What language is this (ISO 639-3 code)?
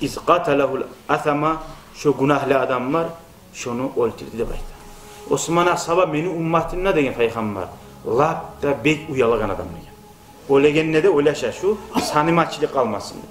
kum